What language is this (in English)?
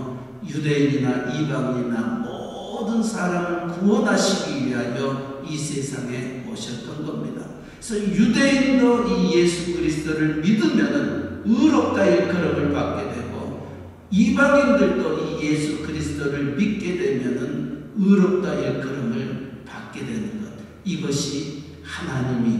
Korean